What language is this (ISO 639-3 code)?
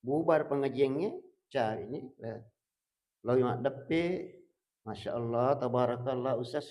bug